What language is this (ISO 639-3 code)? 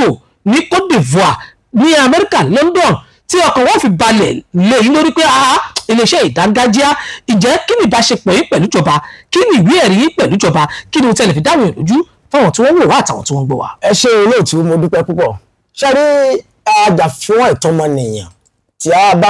yor